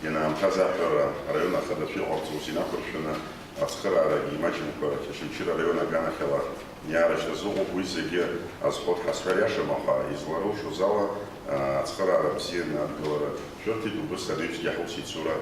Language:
Abkhazian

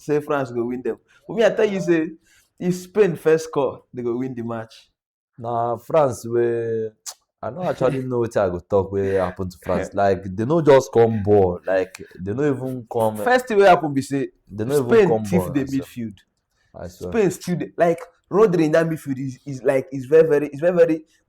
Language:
Nigerian Pidgin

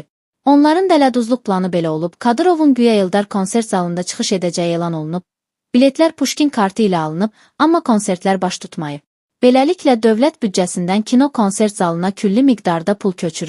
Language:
Azerbaijani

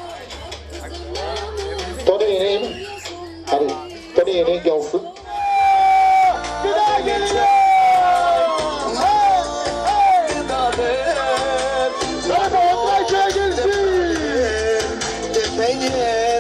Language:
Turkish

